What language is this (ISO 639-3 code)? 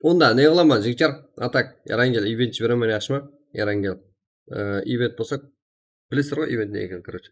kaa